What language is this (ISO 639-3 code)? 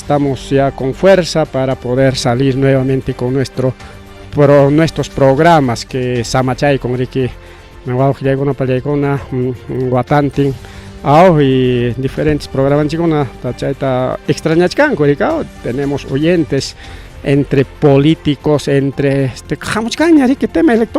quy